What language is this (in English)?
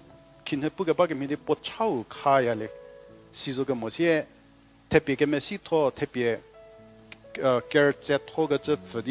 Angami Naga